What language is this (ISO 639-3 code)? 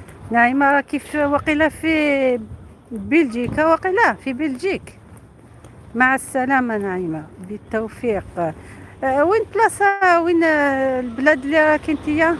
arq